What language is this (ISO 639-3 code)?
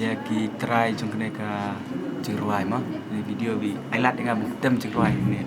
kha